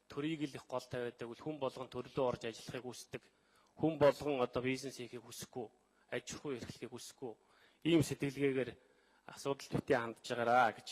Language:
Mongolian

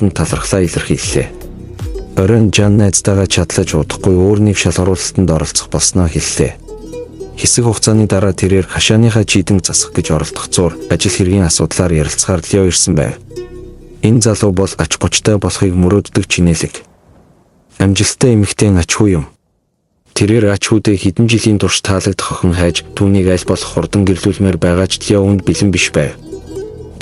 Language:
Mongolian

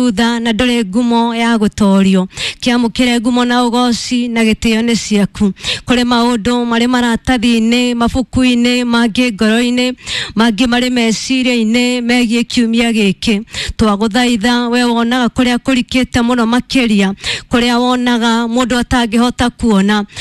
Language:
Kikuyu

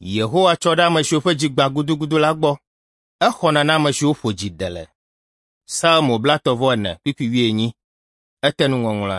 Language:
Ewe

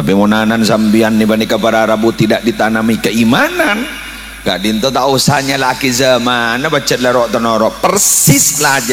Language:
Madurese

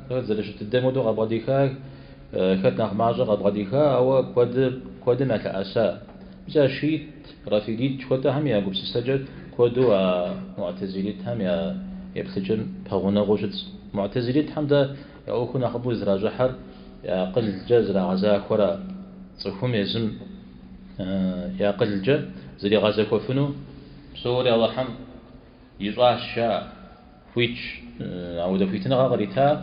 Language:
Kabardian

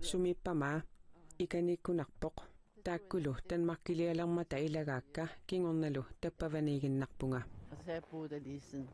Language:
Kalaallisut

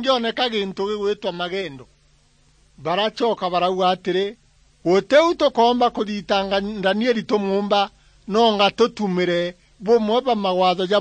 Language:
Meru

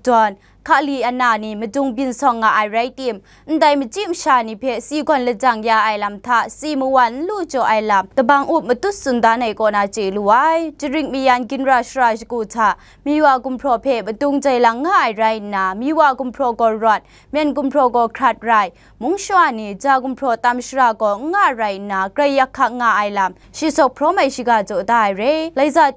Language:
Kachin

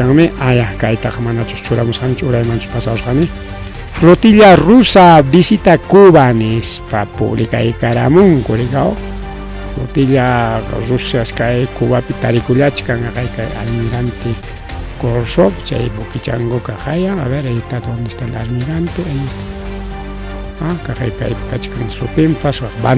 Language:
Ayacucho Quechua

